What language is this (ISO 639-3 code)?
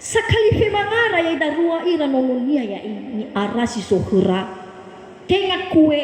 nia